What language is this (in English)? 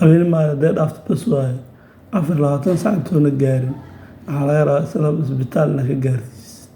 Somali